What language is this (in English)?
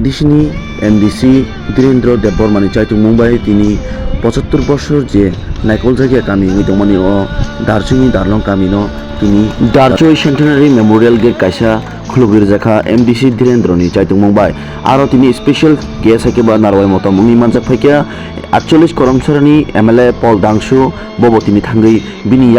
Kok Borok